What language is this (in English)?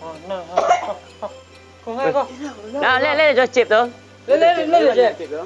Minangkabau